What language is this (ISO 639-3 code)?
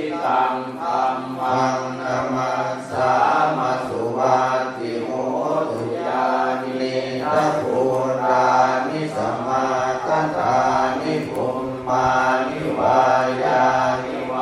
pli